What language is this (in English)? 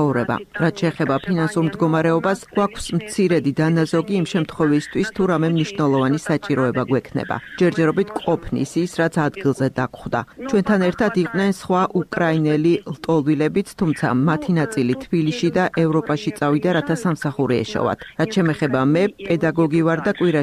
Georgian